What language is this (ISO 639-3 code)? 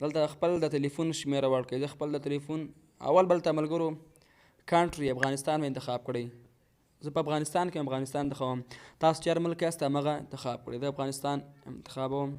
pus